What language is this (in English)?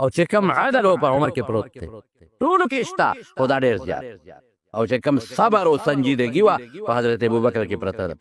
Pashto